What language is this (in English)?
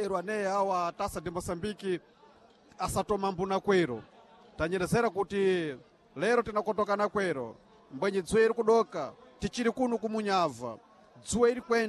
Sena